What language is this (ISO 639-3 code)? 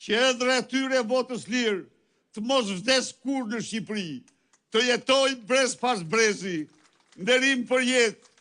sqi